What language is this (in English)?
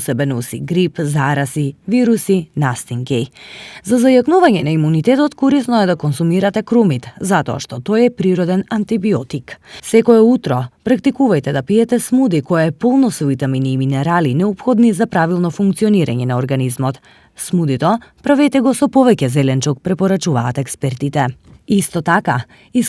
Macedonian